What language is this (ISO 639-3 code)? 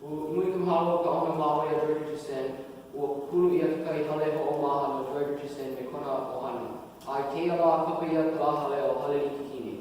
haw